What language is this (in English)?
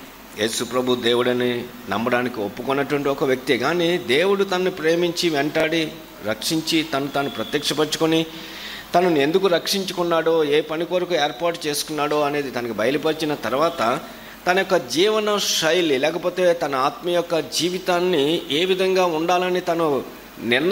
Telugu